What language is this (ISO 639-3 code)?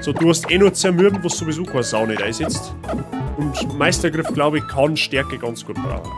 bar